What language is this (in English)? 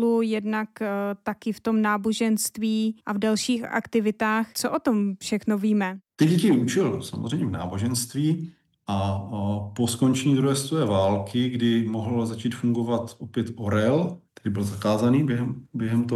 Czech